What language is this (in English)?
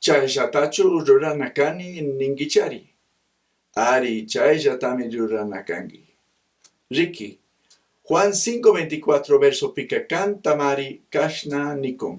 Chimborazo Highland Quichua